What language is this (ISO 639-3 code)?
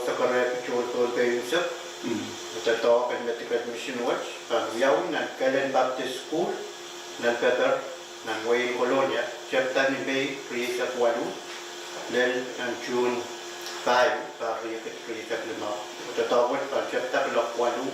pon